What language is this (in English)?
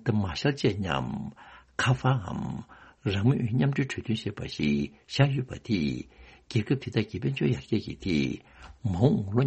Tibetan